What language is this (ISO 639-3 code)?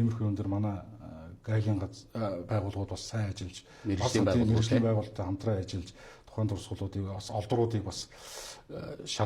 mon